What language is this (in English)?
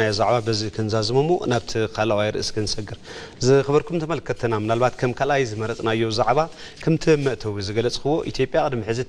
Tigrinya